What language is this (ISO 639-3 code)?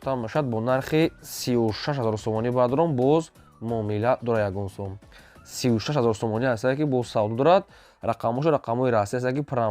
tgk